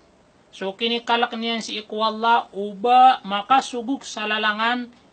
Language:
Maranao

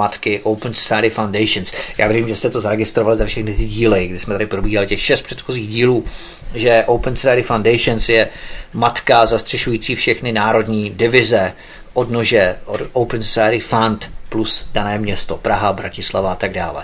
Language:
Czech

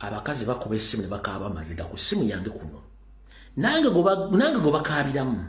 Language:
Ganda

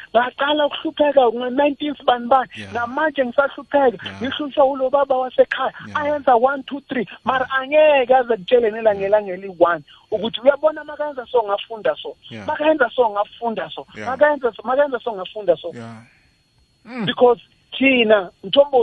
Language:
South Ndebele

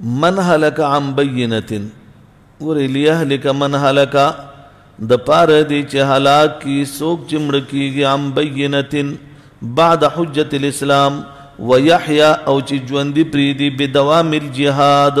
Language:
Pashto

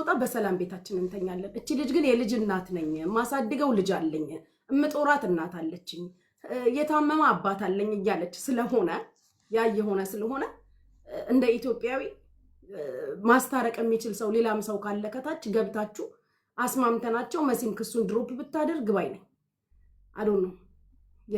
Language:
Amharic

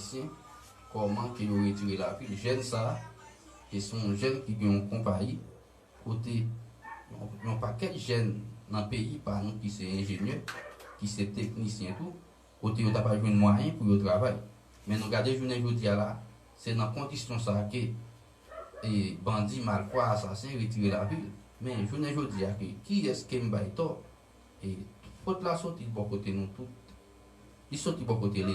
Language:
Haitian Creole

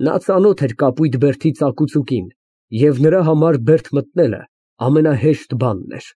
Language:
Armenian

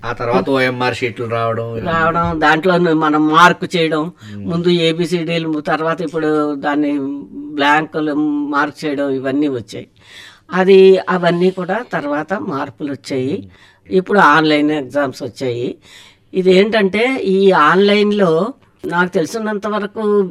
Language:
Telugu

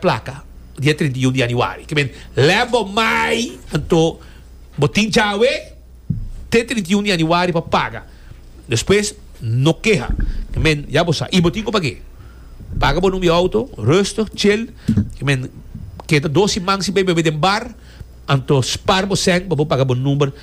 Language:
Papiamento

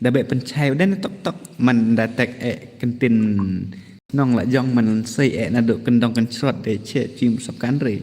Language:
Khasi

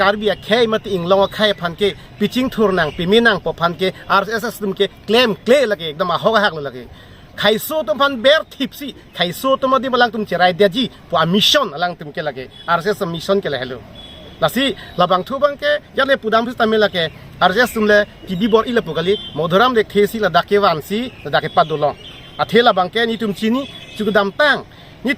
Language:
Karbi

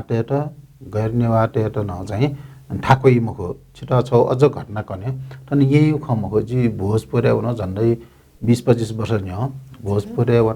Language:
Newari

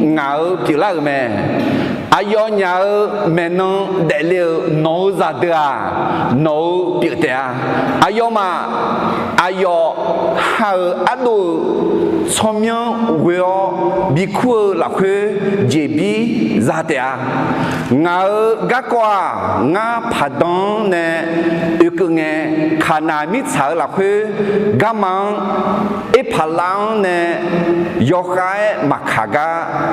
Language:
Akha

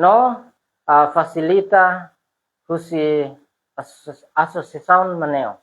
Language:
Tetum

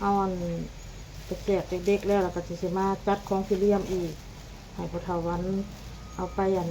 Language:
Lao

